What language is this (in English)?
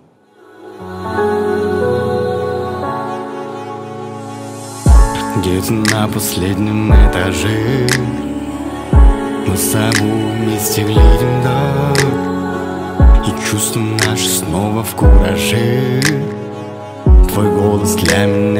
Russian